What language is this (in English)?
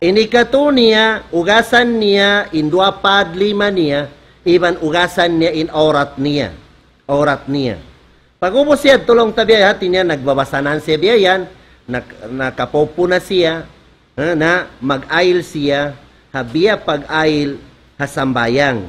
Tausug